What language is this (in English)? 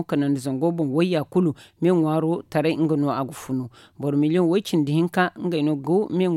Zarma